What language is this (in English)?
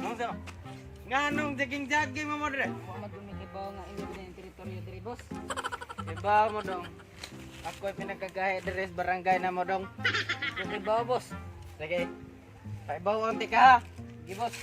Cebuano